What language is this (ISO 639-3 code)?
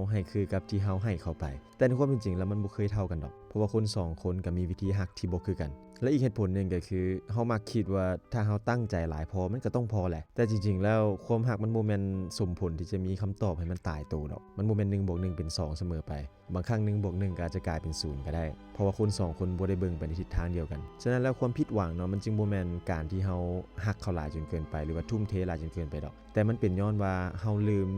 lao